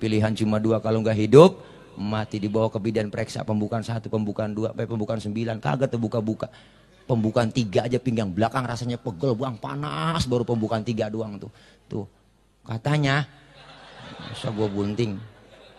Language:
Betawi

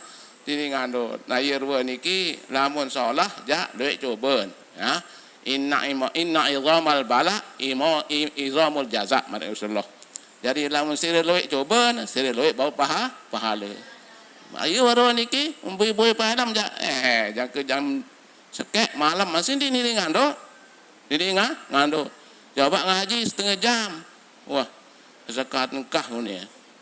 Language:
Sasak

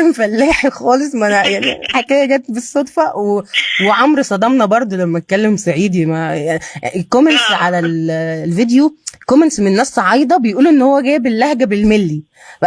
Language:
Egyptian Arabic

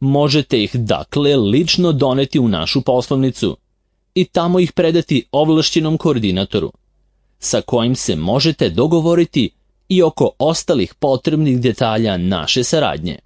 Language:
Serbian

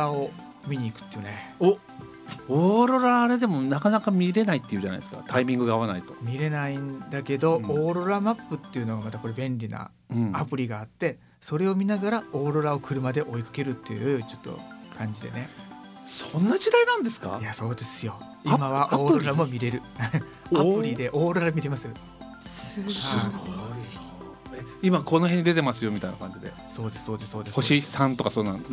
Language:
Japanese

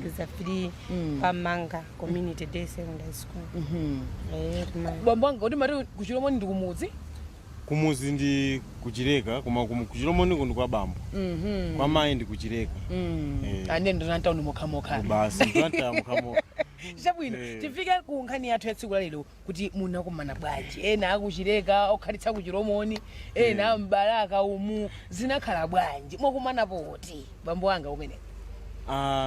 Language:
Nyanja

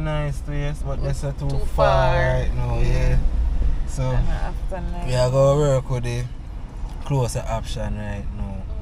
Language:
Jamaican Creole English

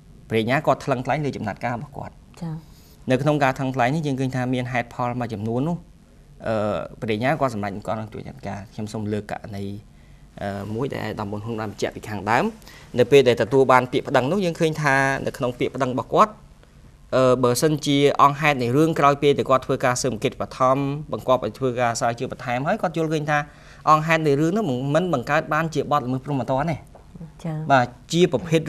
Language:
Khmer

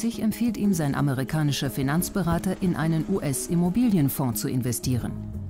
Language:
German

